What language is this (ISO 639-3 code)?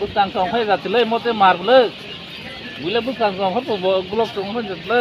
trp